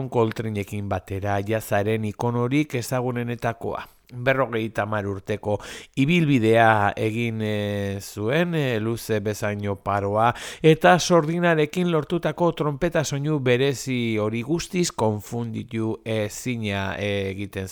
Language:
Basque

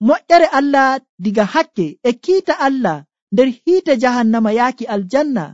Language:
Nigerian Fulfulde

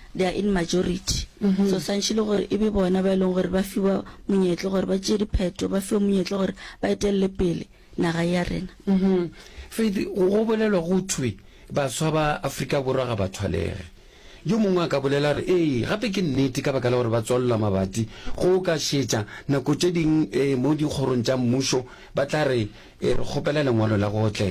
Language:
Northern Sotho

